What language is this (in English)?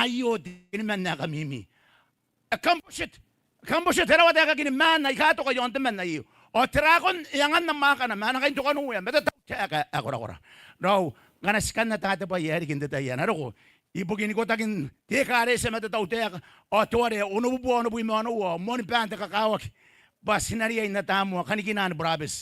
Gilbertese